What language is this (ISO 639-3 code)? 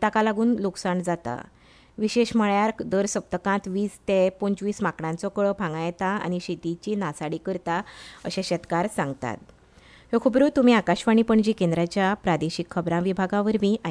kok